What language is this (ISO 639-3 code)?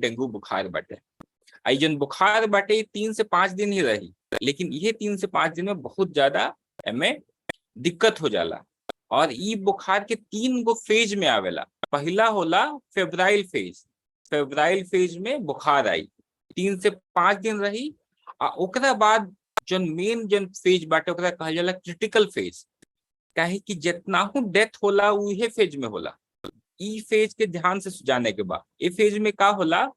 bho